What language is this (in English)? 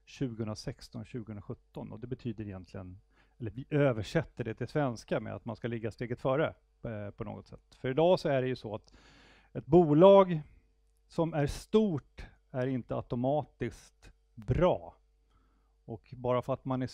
Swedish